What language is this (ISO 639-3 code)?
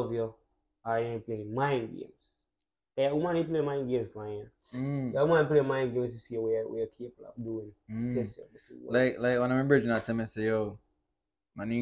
jam